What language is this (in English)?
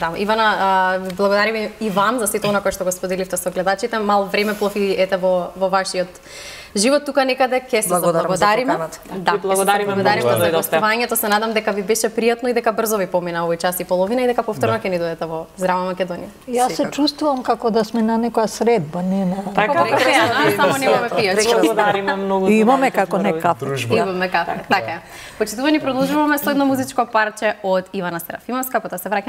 Macedonian